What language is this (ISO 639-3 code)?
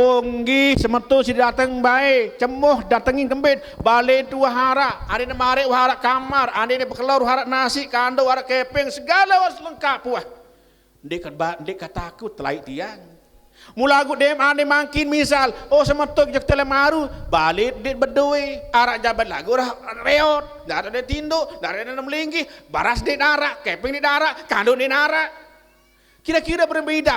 sas